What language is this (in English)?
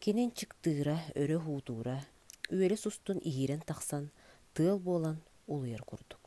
Yakut